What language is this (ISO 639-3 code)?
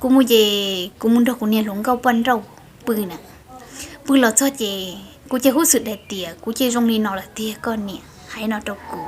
hmn